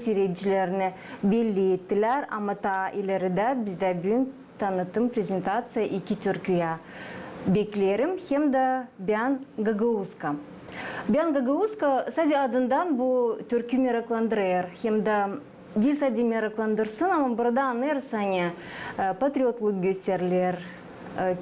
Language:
Gagauz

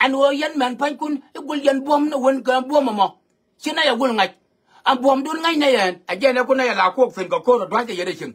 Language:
Nuer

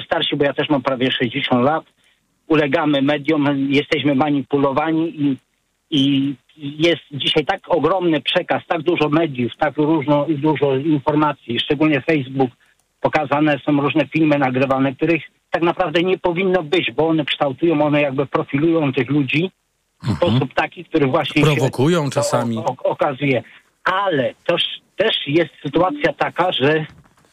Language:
Polish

